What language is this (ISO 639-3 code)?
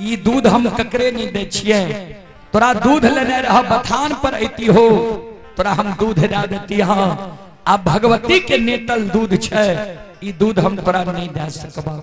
mai